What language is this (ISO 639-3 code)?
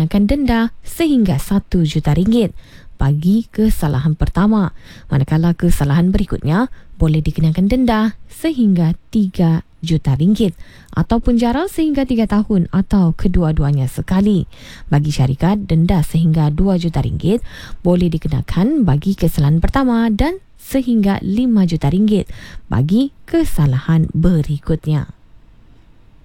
msa